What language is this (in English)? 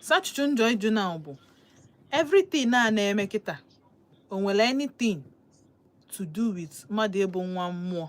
Igbo